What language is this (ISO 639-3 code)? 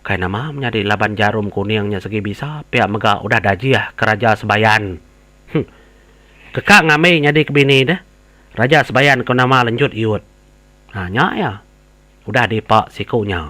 iba